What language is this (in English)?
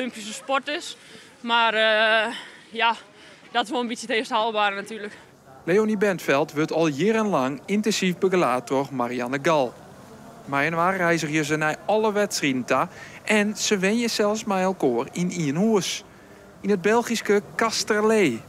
Western Frisian